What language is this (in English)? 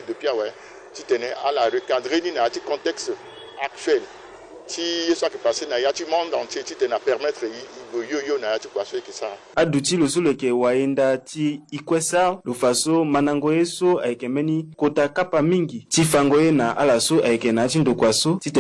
Sango